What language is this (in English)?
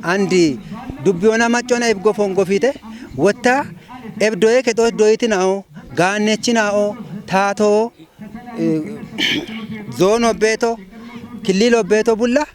Kafa